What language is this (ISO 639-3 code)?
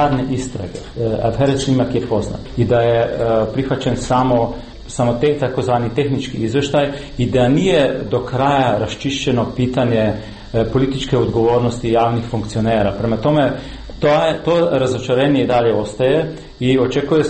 srp